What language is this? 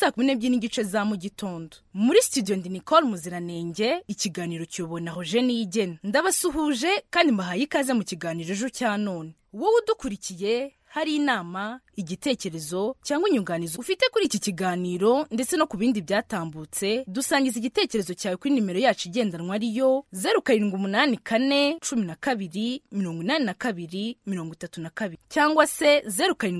Kinyarwanda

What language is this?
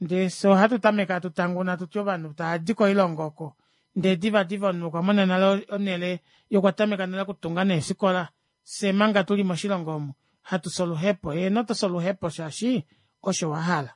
Kuanyama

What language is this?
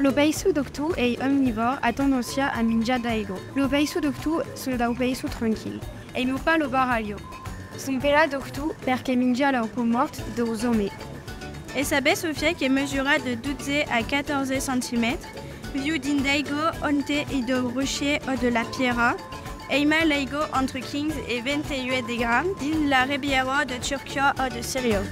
Occitan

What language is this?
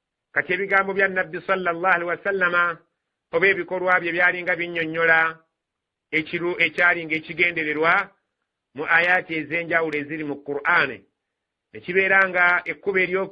Ganda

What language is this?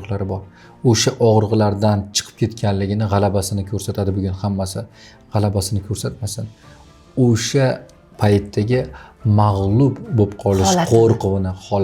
Uzbek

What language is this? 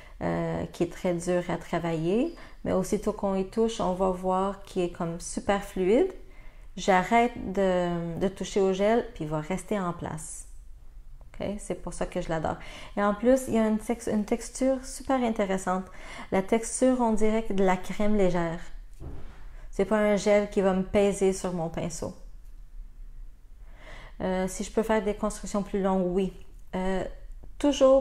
French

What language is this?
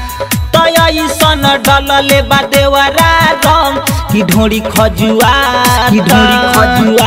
Bhojpuri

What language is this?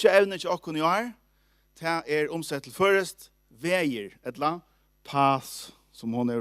Faroese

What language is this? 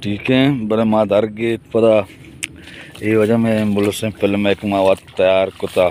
Baluchi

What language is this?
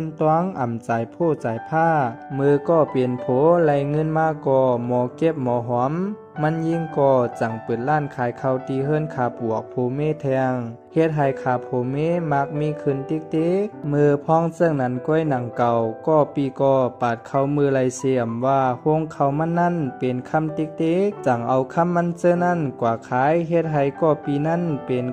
Shan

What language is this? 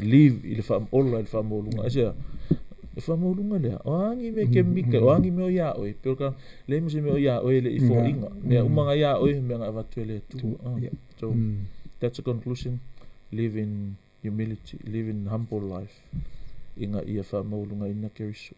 Samoan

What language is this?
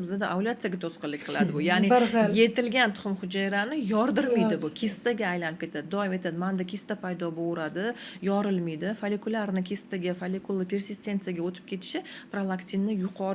Uzbek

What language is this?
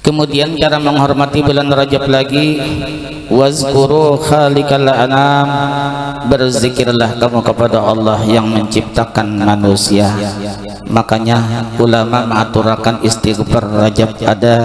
Banjar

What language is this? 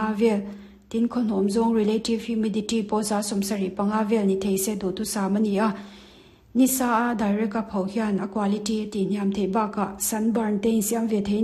Mizo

